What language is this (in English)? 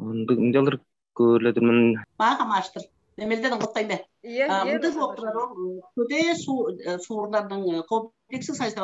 Tuvinian